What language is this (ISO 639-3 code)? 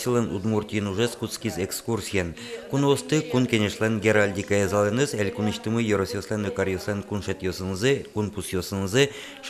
udm